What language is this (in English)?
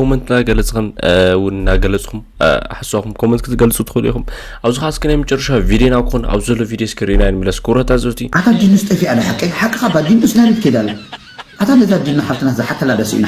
Tigrinya